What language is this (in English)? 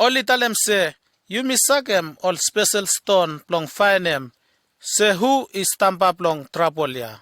Bislama